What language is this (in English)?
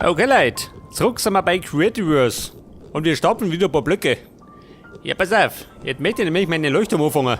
Bavarian